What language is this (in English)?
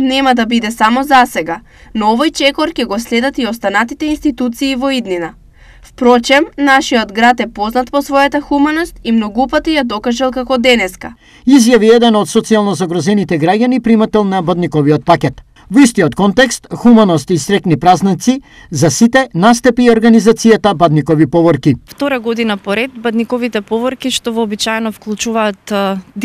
Macedonian